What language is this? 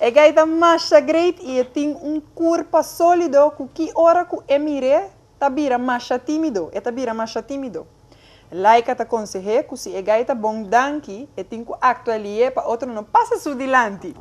Papiamento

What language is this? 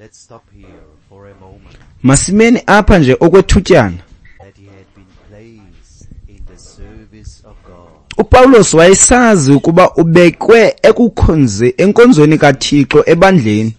Xhosa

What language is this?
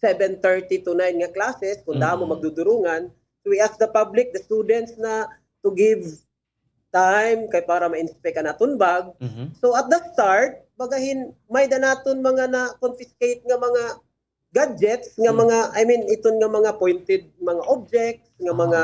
Waray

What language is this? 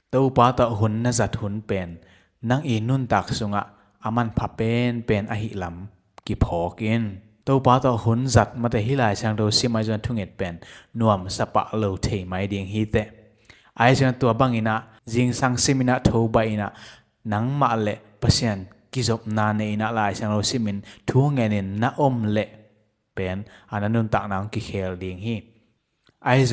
Tedim Chin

